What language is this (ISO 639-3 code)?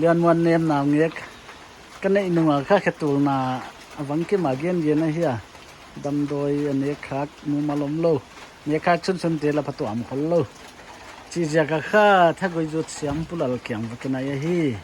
pck